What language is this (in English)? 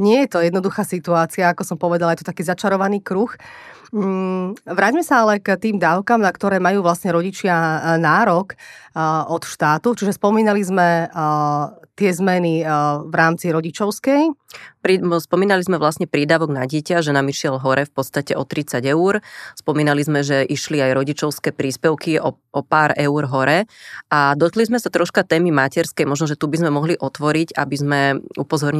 Slovak